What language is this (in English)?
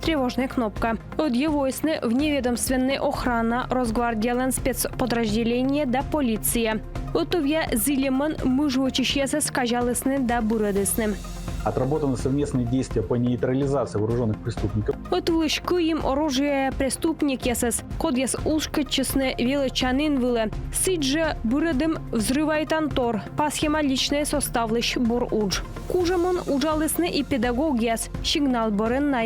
Komi